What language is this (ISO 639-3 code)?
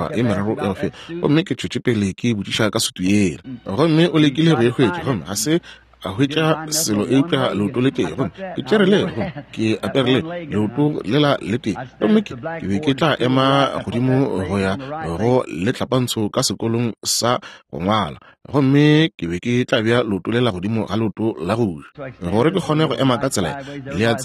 nso